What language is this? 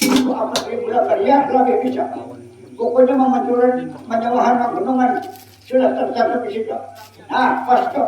Banjar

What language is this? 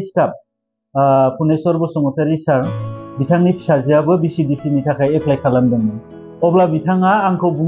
Bodo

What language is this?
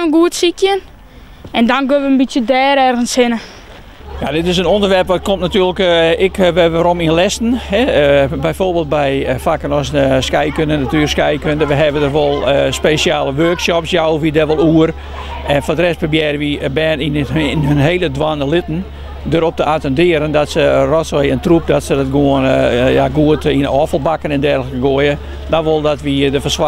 Western Frisian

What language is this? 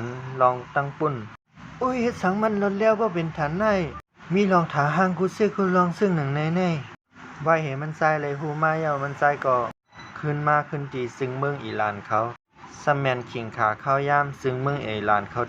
Shan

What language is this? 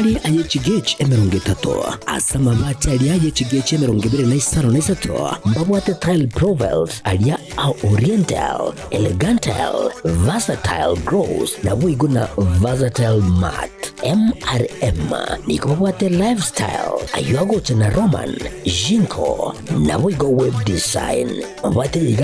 Gusii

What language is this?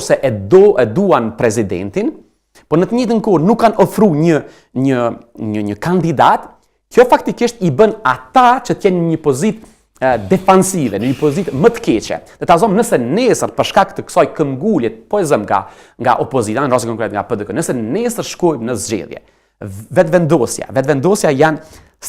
Albanian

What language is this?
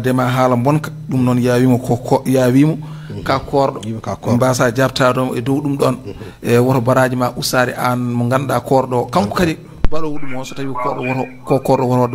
Fula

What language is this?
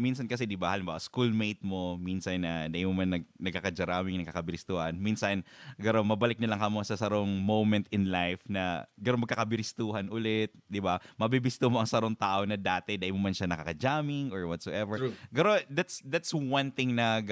Bikol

